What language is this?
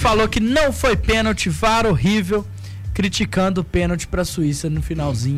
Portuguese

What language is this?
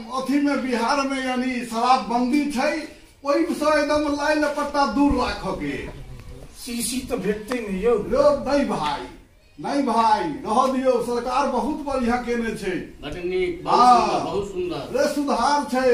Maithili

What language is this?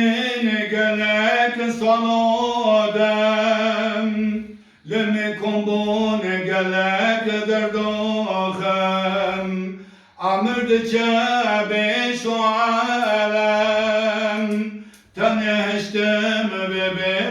Kurdish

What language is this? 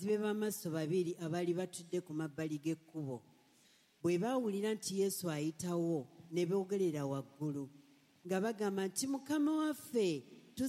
Ganda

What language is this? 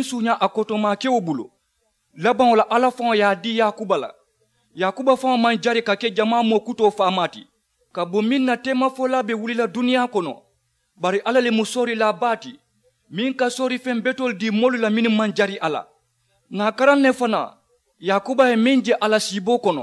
Mandingo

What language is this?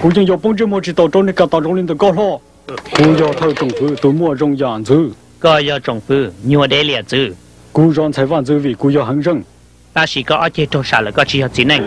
Hmong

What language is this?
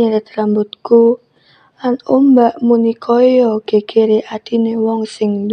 Javanese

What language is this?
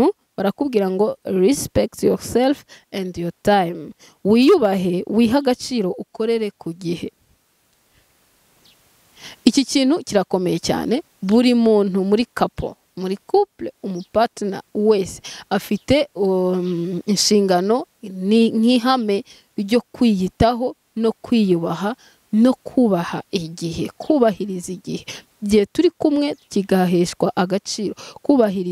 Kinyarwanda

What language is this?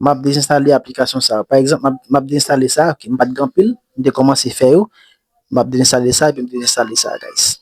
Haitian Creole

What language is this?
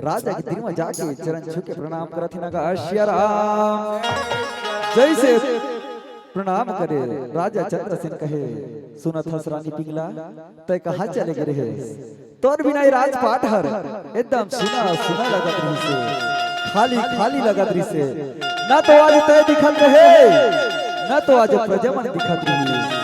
Chhattisgarhi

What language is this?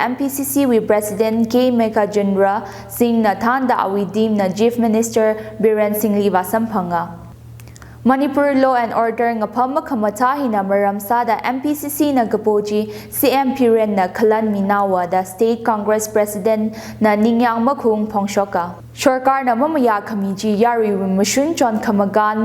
Tangkhul Naga (India)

